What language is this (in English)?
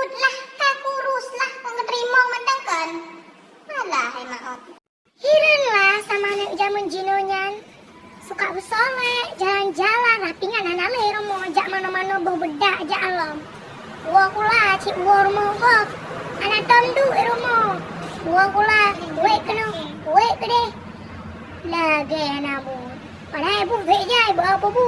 Achinese